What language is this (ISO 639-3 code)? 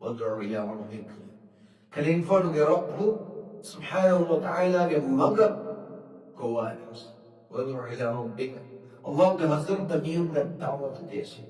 div